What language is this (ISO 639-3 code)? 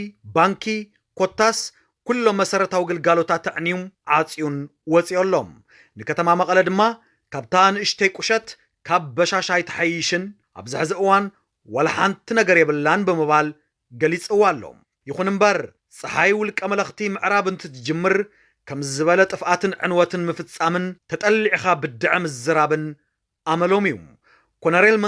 tir